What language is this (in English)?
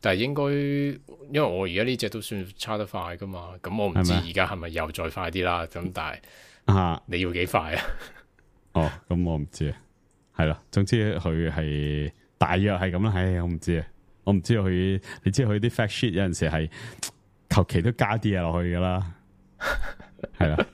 Cantonese